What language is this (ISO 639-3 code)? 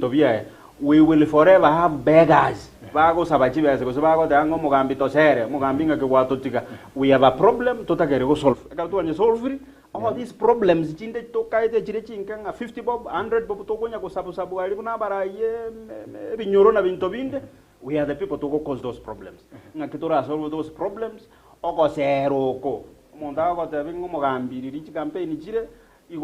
guz